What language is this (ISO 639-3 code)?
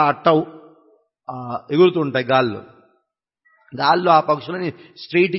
tel